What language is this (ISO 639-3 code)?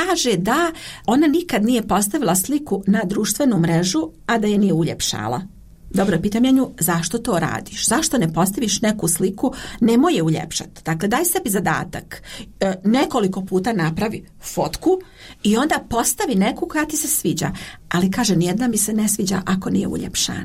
hrv